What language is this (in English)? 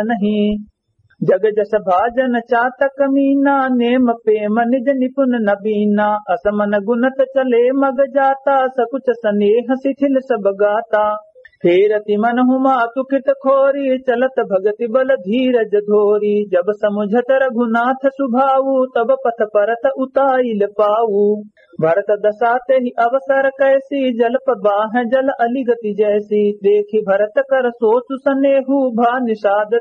Awadhi